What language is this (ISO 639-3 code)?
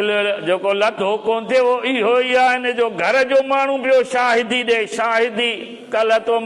snd